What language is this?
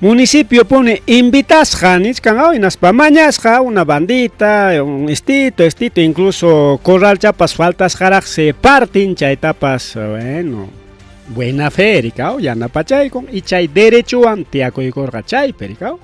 Ayacucho Quechua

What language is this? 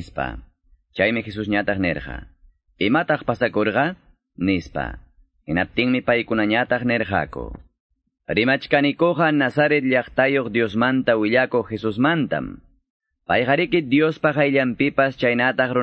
Quechua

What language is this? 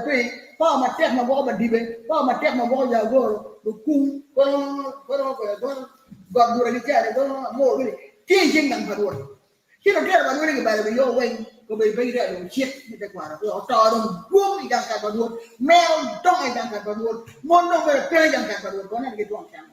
Acoli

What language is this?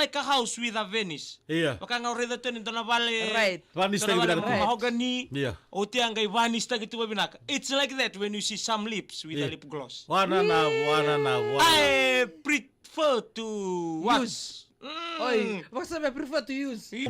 Fijian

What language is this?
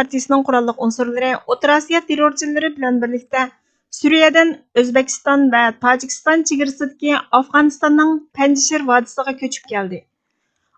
Uyghur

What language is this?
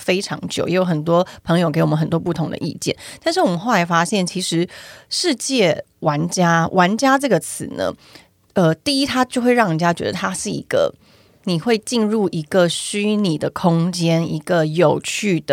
Chinese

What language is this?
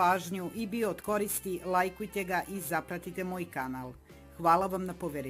Serbian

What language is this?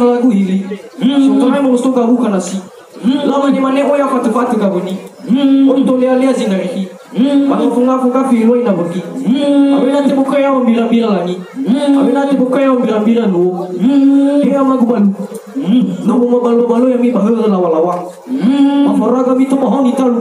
Nias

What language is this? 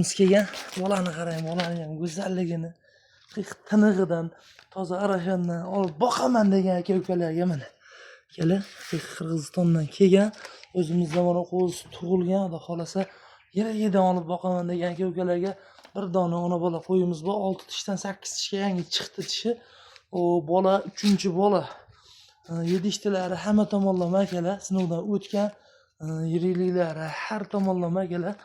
Uzbek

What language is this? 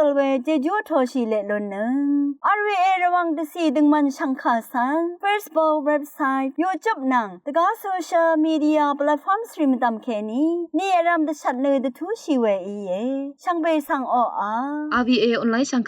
Rawang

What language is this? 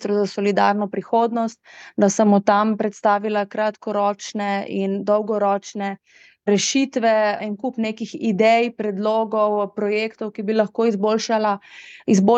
Slovenian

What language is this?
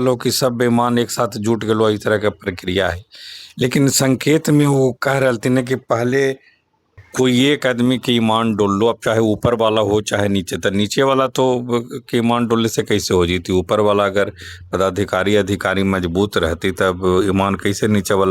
Magahi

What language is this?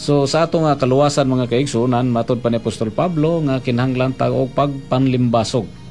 Cebuano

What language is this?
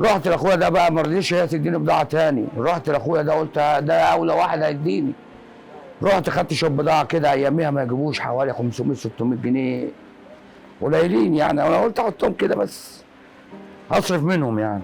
Egyptian Arabic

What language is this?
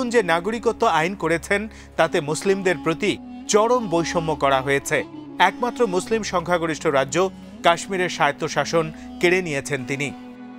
Bangla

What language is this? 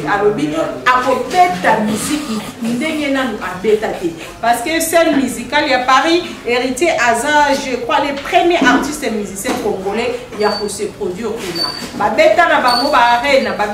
Lingala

